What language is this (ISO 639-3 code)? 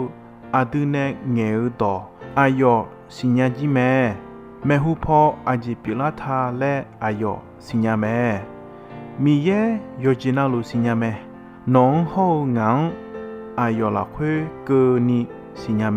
ahk